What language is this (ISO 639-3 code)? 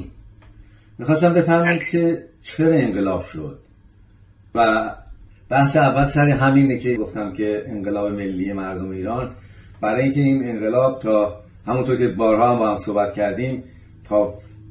fas